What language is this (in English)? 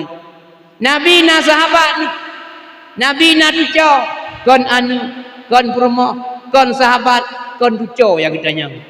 Achinese